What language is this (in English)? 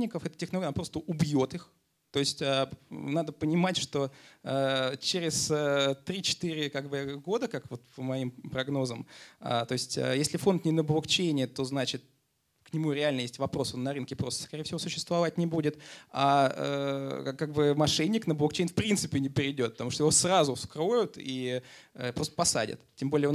Russian